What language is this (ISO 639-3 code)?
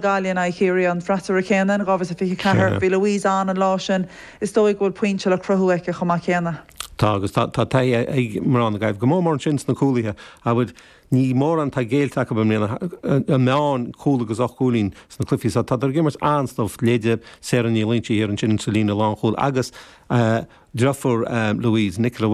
gle